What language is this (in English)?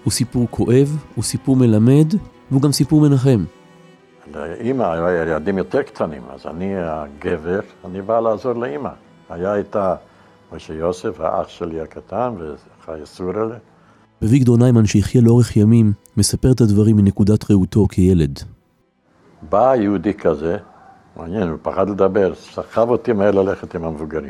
Hebrew